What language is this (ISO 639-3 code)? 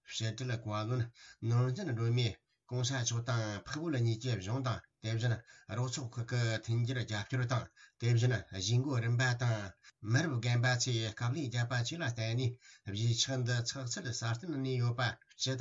bod